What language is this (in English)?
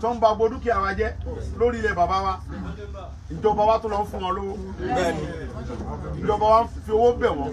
Yoruba